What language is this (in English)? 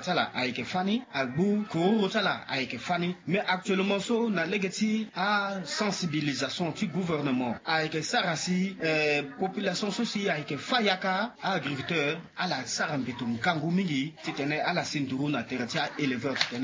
Sango